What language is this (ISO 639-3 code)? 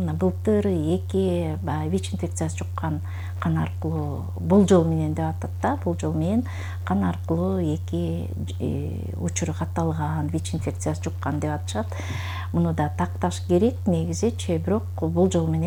kir